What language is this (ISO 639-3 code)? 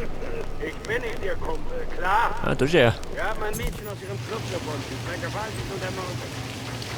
bar